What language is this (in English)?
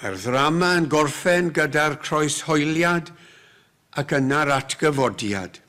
Welsh